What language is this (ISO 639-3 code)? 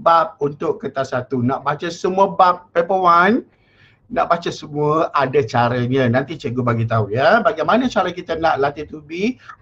msa